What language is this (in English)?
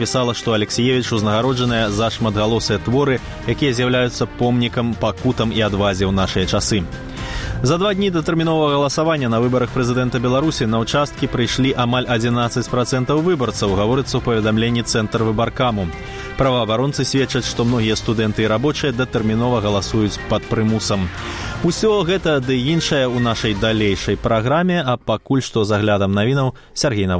Belarusian